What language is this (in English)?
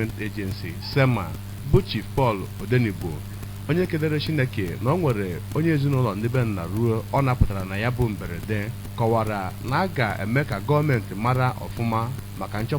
Igbo